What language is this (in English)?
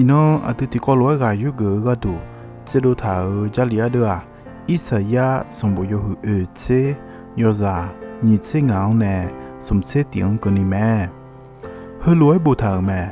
Akha